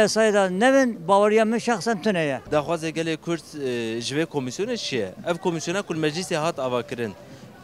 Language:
Kurdish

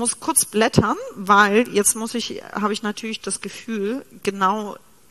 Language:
German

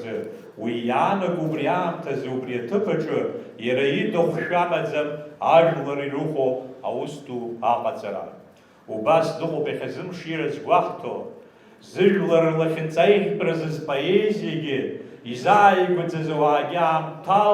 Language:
Abkhazian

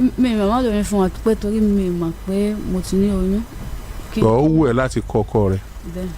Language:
Yoruba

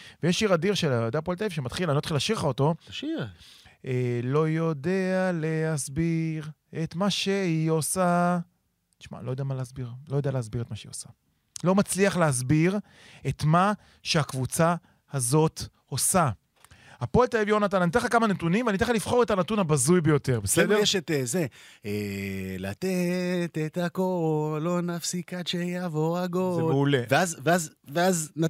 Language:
Hebrew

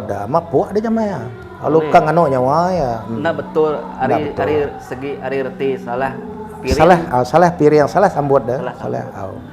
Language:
Iban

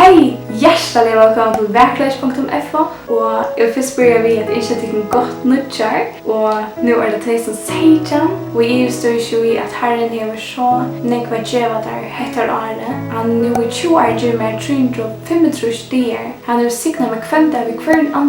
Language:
Faroese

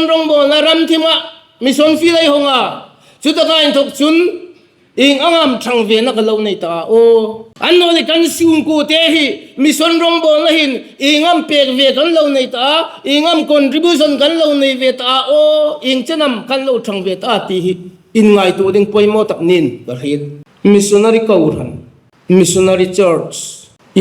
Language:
Hmar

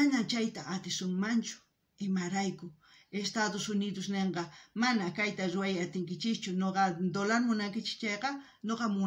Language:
South Bolivian Quechua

